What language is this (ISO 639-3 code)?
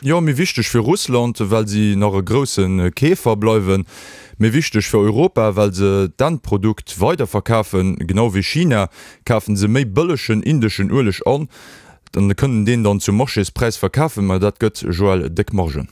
ltz